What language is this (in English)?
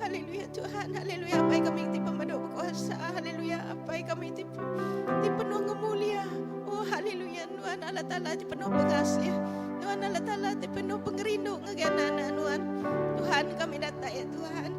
Iban